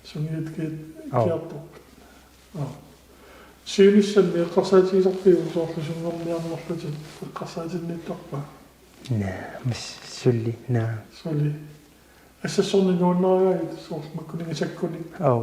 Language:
Kalaallisut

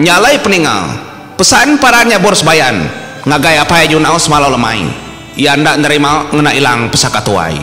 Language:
Iban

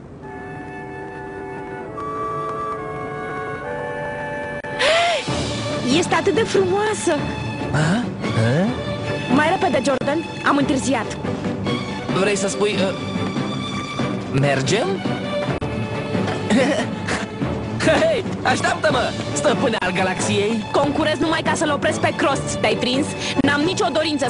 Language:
Romanian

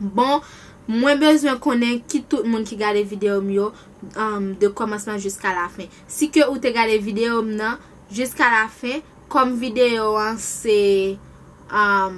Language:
Haitian Creole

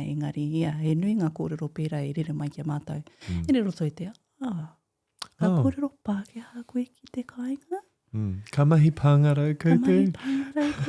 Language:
Māori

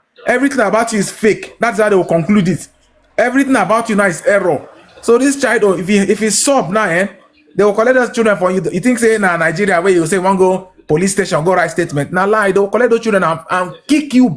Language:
Nigerian Pidgin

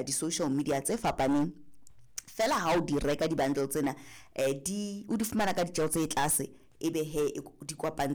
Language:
Southern Sotho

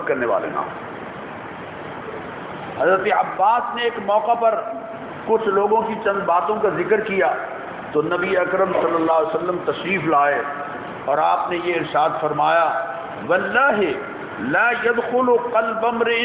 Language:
Urdu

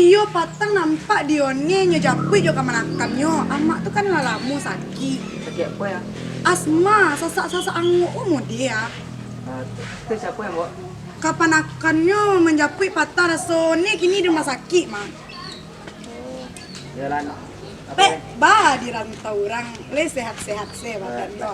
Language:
Minangkabau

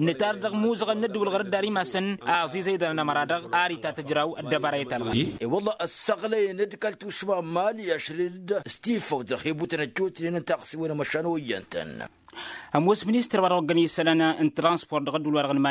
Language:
Tamasheq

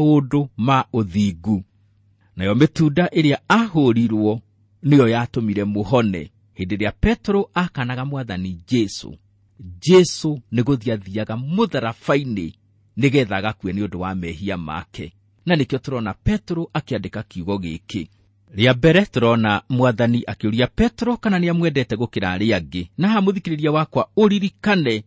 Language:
Kikuyu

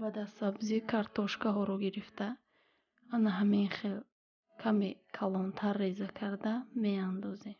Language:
Tajik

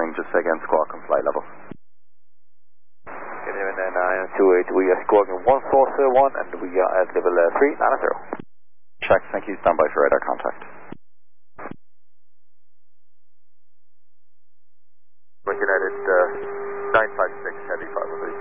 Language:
English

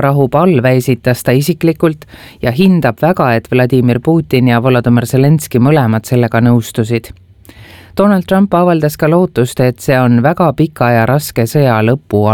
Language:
Estonian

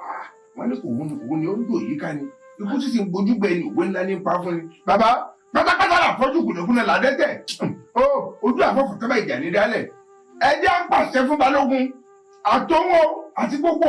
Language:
Yoruba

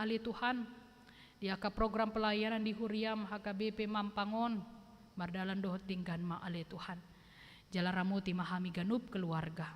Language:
Batak Toba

